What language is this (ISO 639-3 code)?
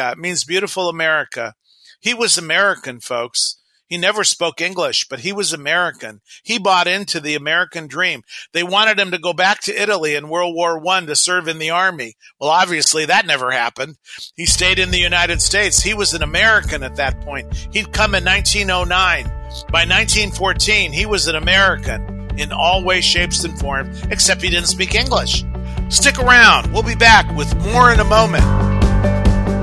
eng